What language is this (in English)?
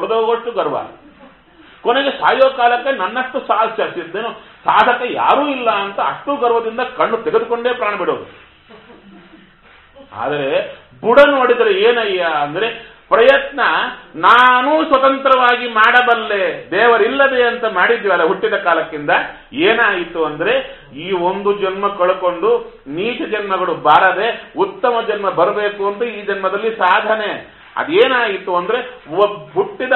Kannada